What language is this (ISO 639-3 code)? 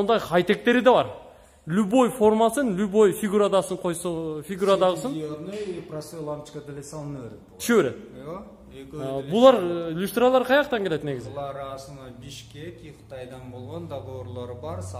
kir